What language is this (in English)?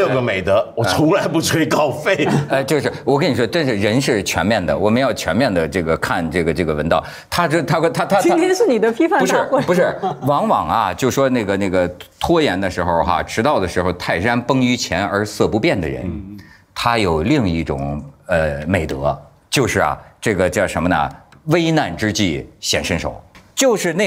Chinese